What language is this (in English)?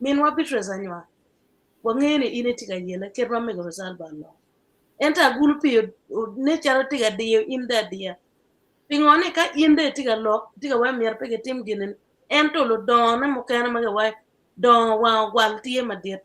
Acoli